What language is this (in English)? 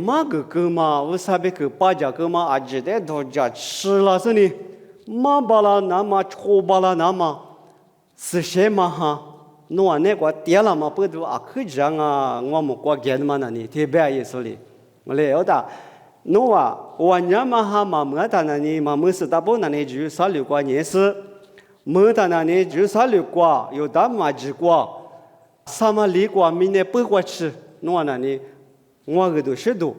Lisu